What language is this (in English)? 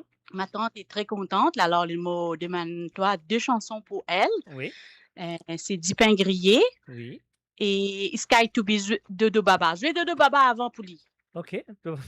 Morisyen